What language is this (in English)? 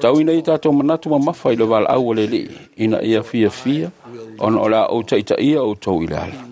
Samoan